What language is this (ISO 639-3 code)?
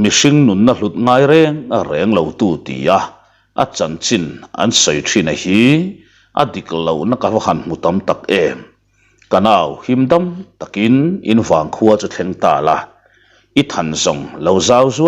lus